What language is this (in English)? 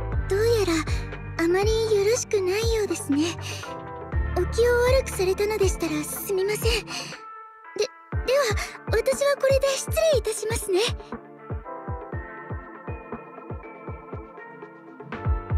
Japanese